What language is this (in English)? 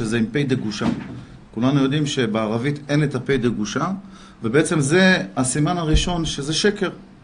Hebrew